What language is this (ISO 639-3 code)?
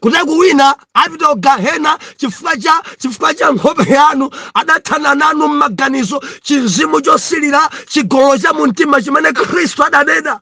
nya